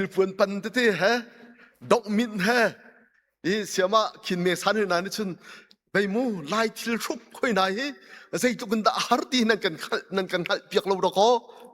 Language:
Hakha Chin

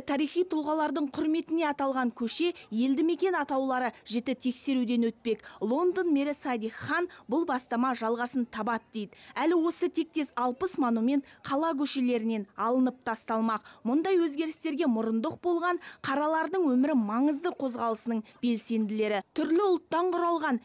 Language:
Kazakh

